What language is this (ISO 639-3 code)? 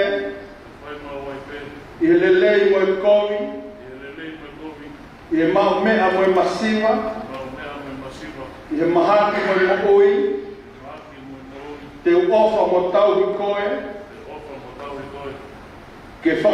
ton